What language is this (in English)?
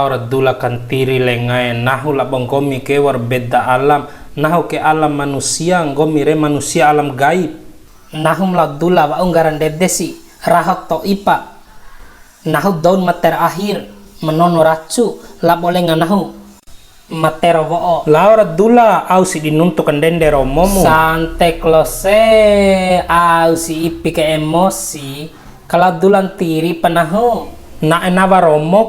Bima